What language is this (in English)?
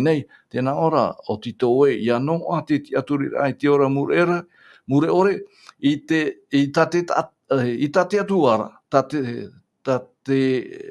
Tahitian